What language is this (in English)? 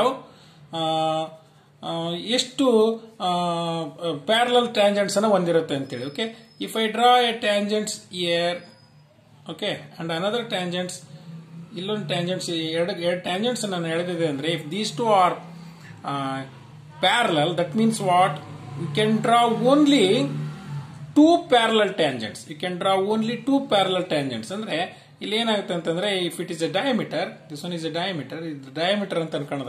Kannada